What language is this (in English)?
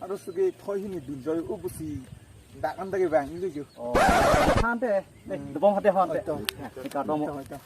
Karbi